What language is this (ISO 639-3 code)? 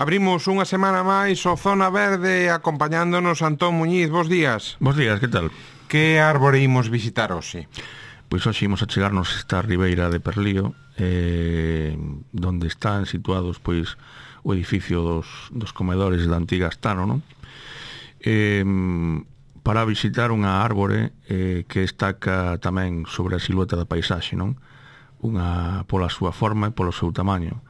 glg